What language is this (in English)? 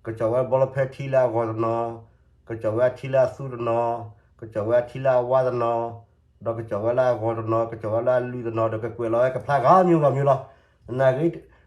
S'gaw Karen